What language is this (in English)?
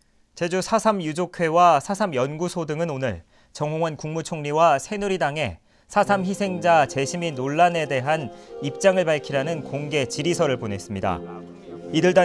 Korean